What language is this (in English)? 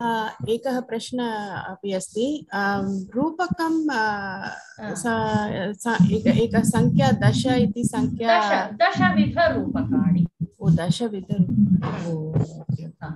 Sanskrit